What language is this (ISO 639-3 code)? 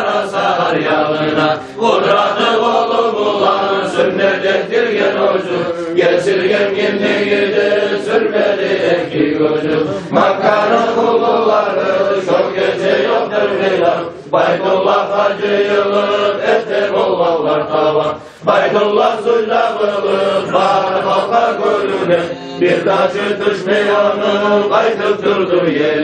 kum